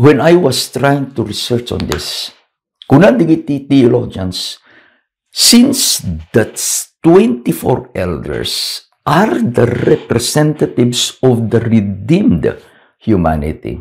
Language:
Iloko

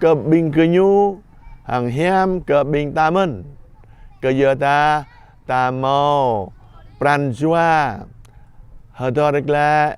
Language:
Jarai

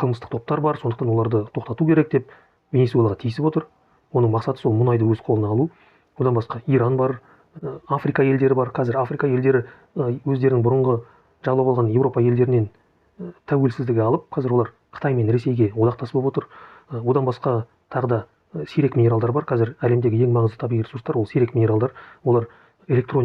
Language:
Kazakh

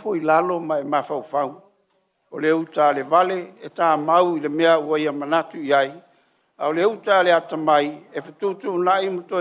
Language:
Samoan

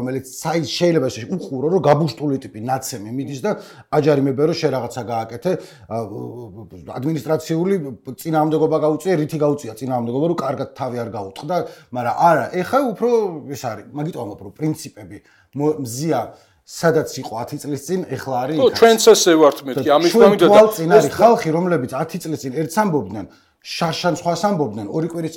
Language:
Georgian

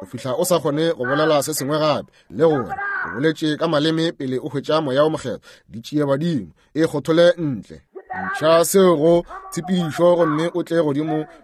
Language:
Northern Sotho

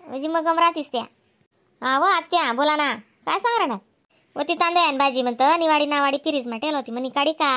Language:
Khandesi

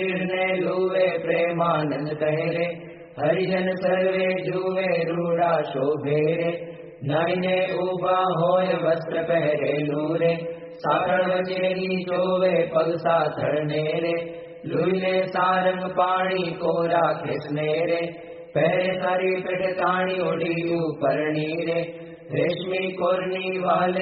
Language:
Gujarati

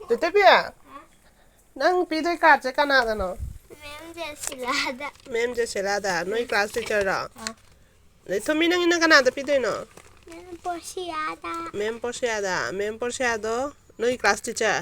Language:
Manipuri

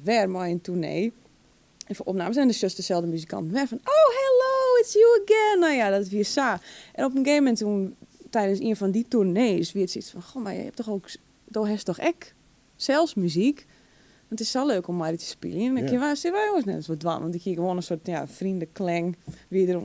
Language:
Western Frisian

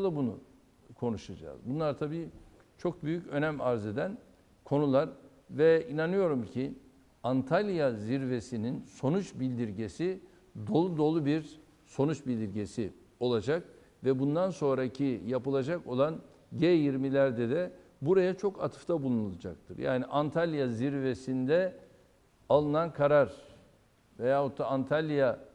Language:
Turkish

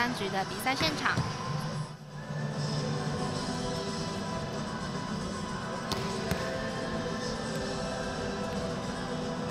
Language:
Chinese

